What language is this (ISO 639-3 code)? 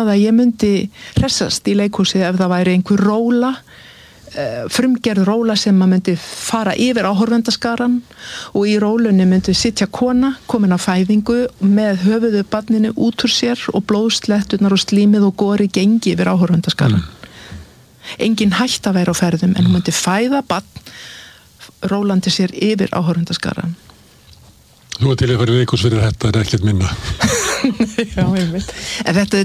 isl